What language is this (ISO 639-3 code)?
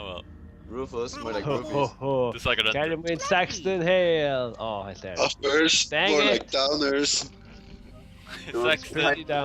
fao